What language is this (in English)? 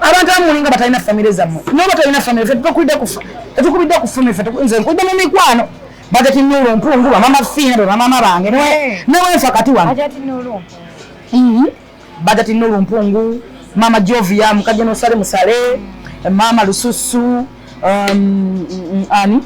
Ganda